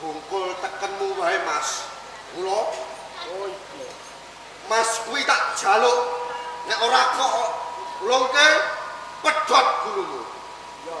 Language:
Javanese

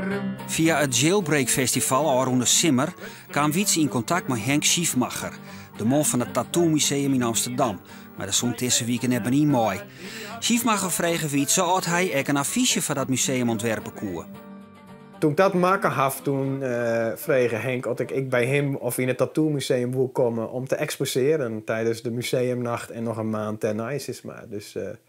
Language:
Western Frisian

